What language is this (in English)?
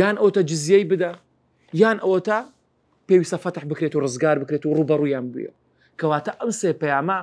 Central Kurdish